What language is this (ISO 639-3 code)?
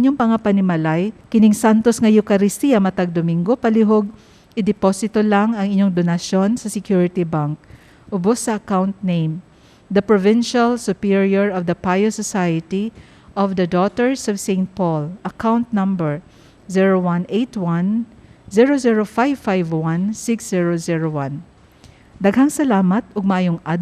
ceb